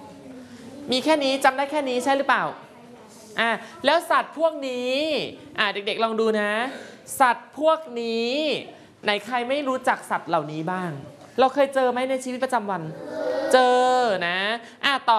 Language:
Thai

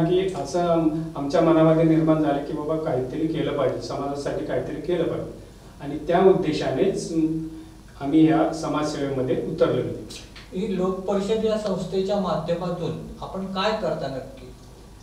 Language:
Marathi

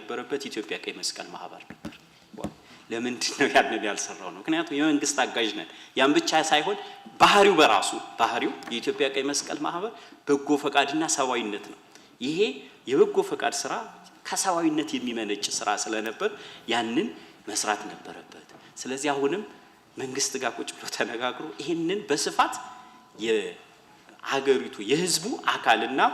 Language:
Amharic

